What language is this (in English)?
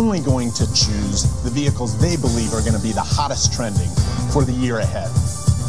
English